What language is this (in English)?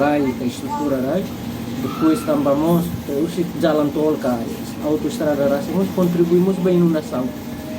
Tetum